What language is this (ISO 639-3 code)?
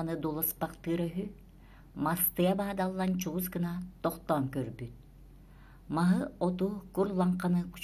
sah